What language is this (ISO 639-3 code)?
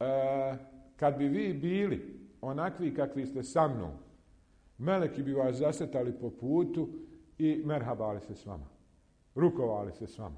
bos